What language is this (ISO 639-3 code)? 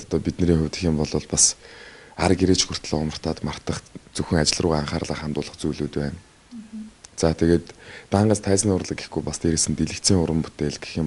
mon